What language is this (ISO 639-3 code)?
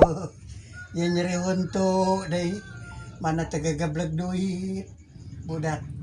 sun